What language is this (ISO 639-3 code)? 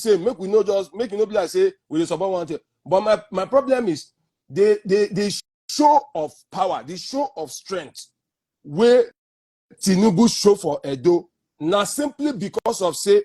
pcm